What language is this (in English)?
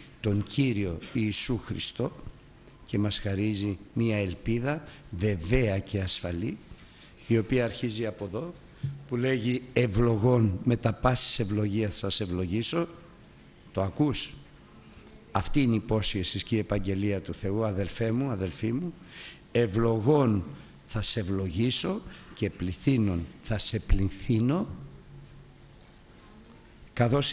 Greek